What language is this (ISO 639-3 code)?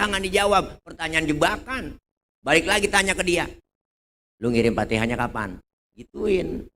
bew